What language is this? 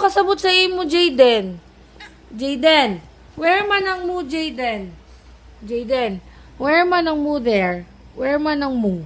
Cebuano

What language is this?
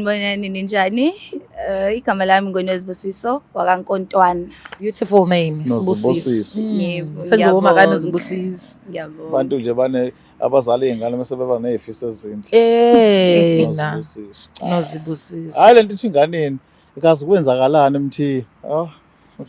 Zulu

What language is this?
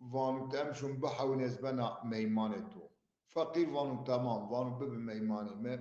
Zaza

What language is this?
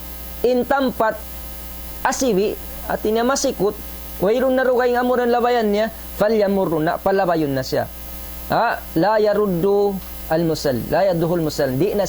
Tausug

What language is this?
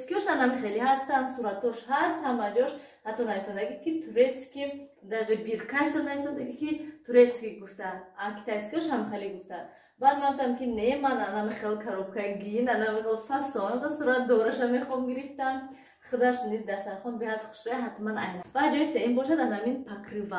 Tajik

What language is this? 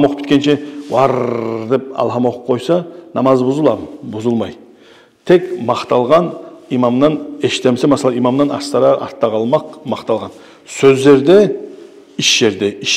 Kumyk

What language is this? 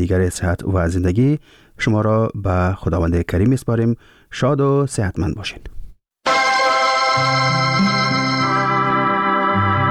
Persian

